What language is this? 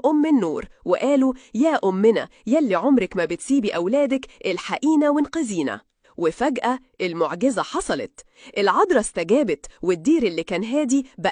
Egyptian Arabic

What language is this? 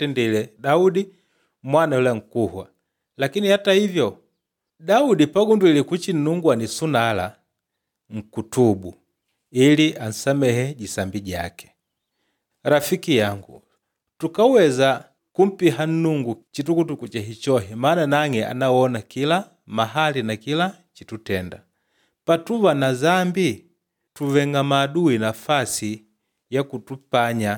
Makonde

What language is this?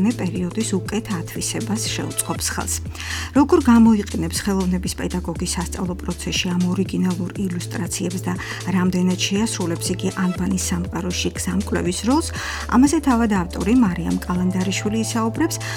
Georgian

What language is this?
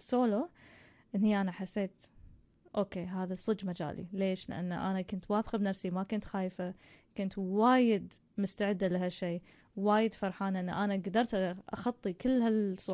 Gulf Arabic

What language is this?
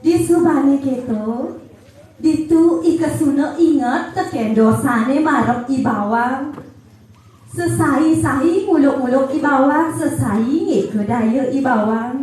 Balinese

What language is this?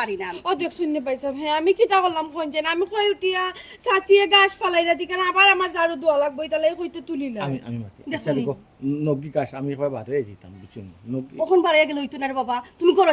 Sylheti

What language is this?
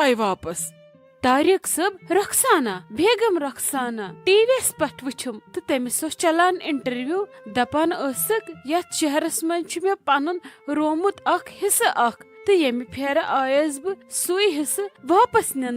Kashmiri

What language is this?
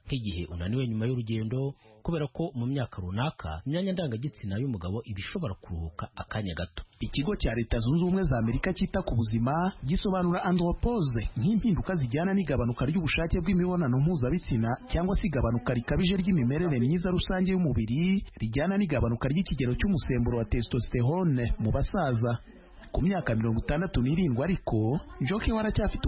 Kinyarwanda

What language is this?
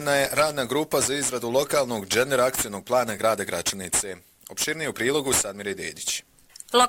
Bosnian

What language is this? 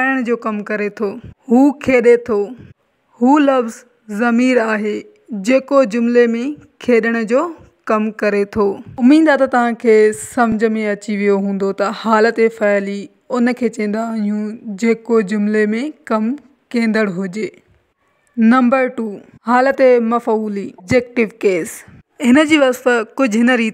Sindhi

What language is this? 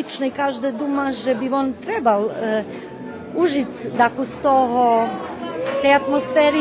Rusyn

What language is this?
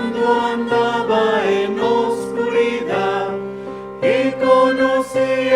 South Bolivian Quechua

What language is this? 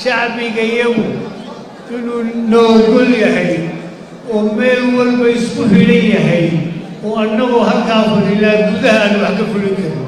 Somali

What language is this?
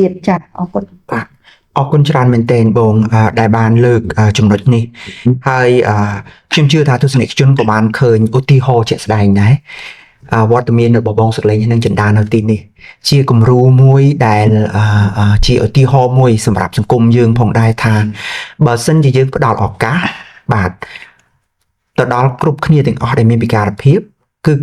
Khmer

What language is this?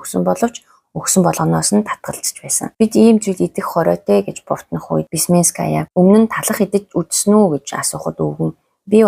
Mongolian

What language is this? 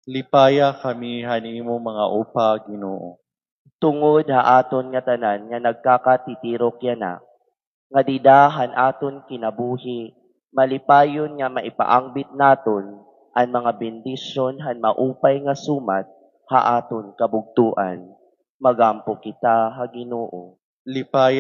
Waray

